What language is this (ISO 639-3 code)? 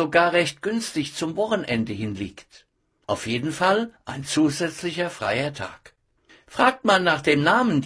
deu